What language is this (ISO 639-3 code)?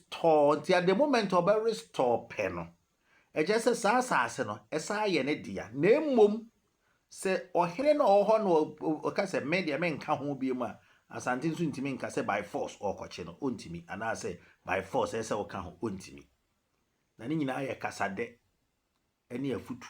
aka